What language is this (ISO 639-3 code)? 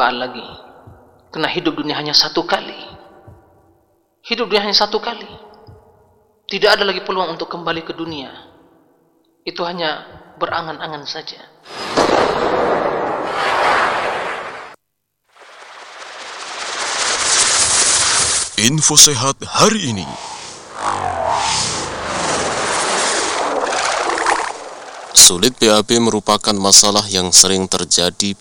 ind